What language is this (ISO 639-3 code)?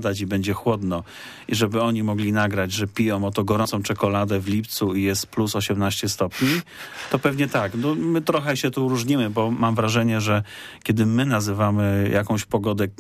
pol